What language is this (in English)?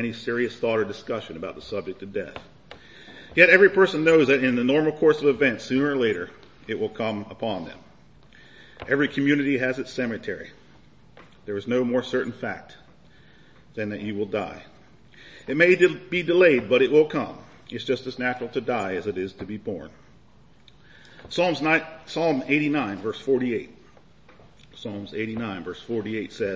English